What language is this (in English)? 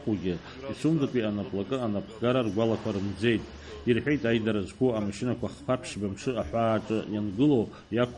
Abkhazian